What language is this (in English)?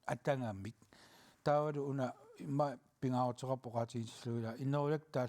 Kalaallisut